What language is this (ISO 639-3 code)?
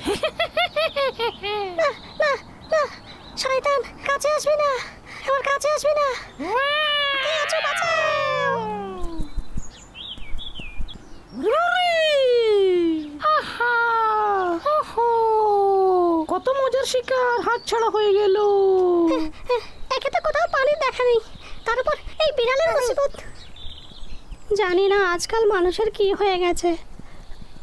ben